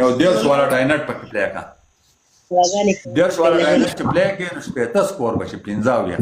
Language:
Pashto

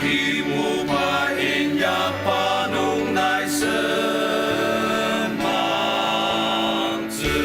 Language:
Ao Naga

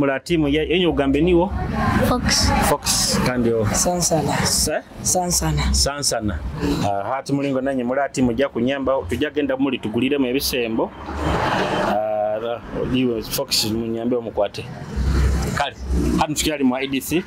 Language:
Nyoro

